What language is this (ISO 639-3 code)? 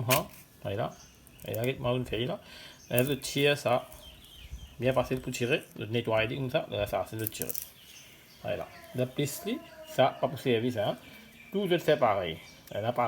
mfe